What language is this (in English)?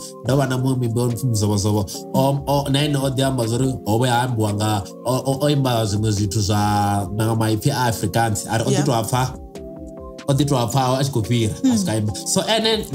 Venda